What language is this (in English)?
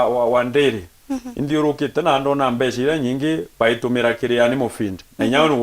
Meru